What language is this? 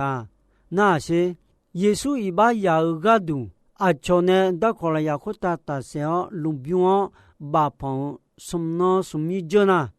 Akha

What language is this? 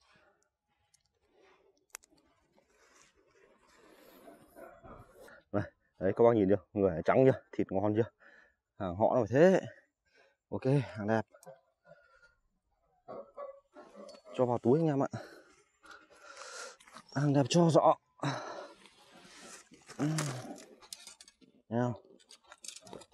Vietnamese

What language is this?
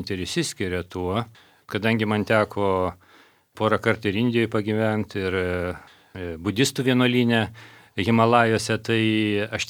Lithuanian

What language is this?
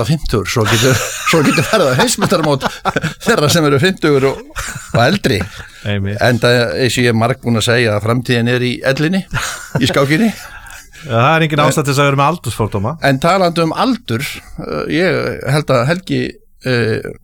Icelandic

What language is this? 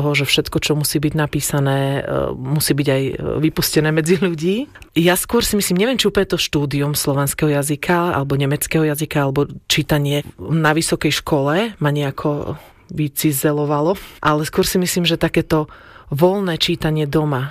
Slovak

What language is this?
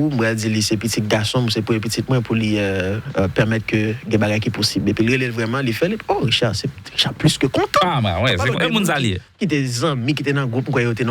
Haitian Creole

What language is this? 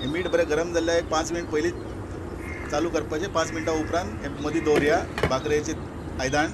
Konkani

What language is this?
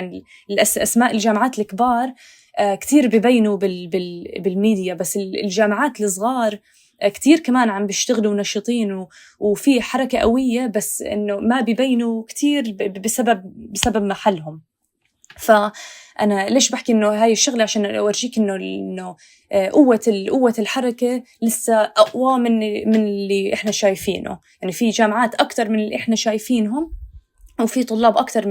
North Levantine Arabic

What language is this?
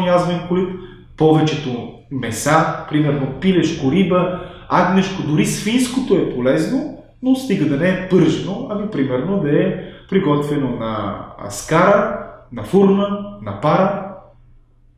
Bulgarian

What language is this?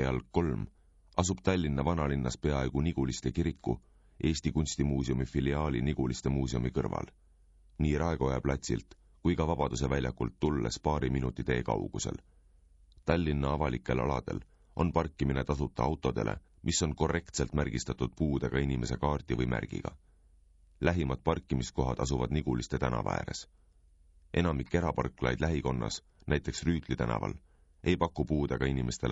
Estonian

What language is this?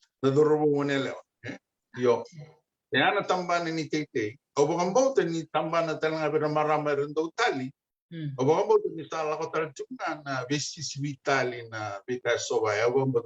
Fijian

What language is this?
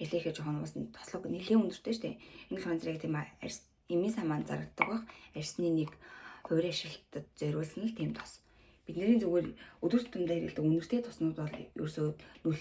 Mongolian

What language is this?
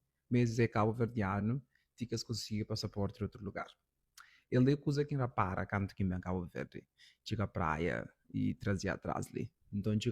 Kabuverdianu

